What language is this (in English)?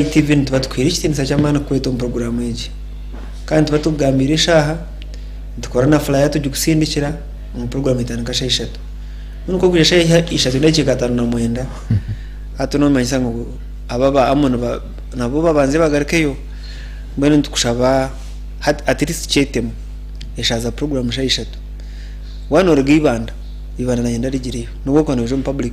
Nyankole